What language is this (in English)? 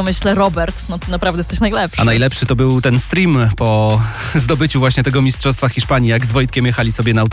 Polish